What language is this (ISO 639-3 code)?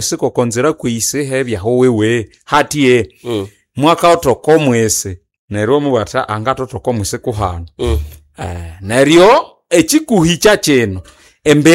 nnb